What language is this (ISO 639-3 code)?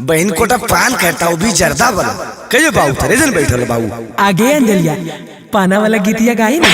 mag